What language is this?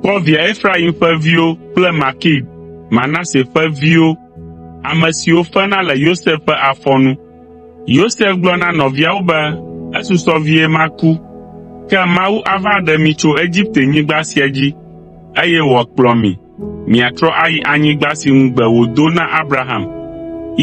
Ewe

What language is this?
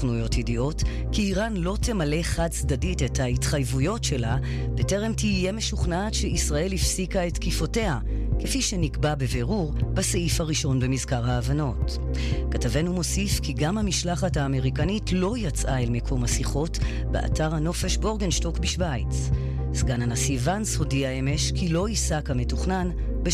Hebrew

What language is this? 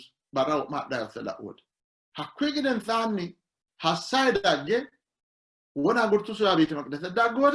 Sidamo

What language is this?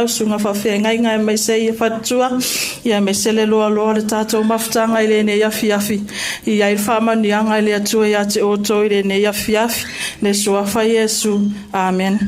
Samoan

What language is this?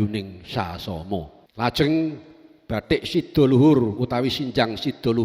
Javanese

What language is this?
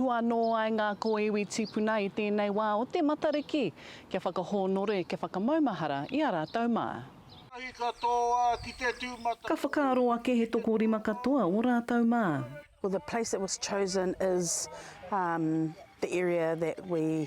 Māori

